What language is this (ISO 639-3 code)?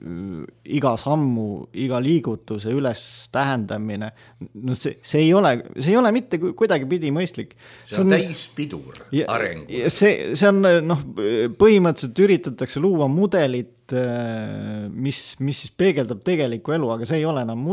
est